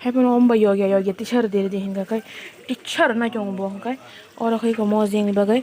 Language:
Kok Borok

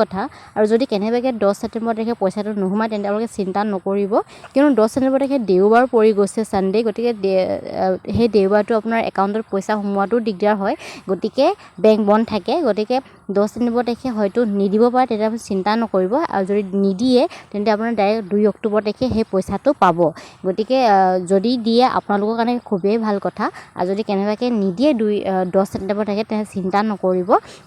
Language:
Assamese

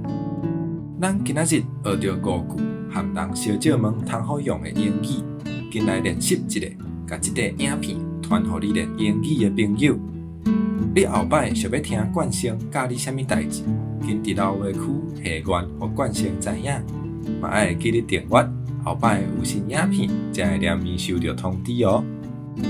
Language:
Min Nan Chinese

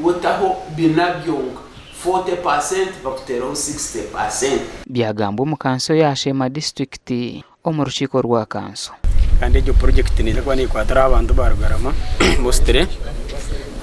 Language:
Nyankole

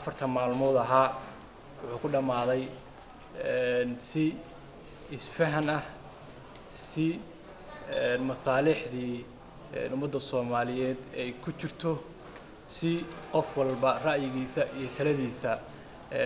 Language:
Somali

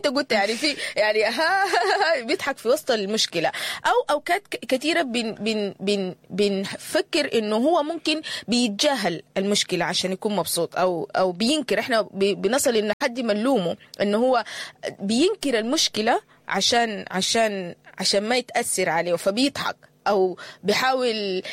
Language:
Sudanese Arabic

